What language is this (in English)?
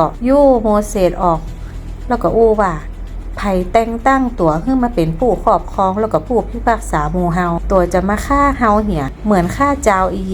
Northern Thai